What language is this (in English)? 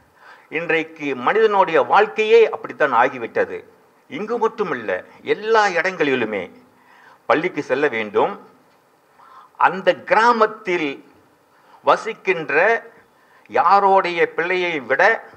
Tamil